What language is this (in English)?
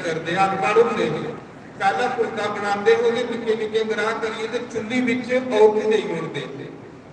Dogri